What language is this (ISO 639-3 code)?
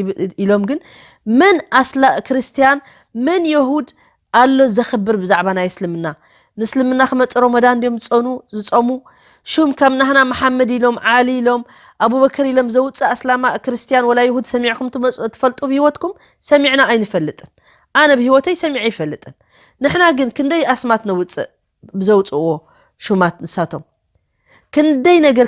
tir